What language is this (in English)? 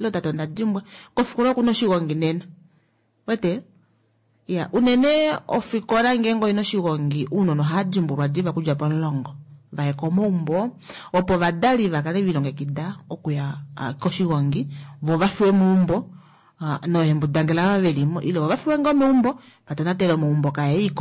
Kuanyama